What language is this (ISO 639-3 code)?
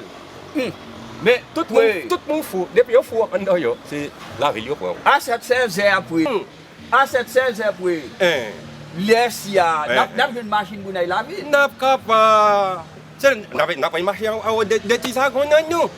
hat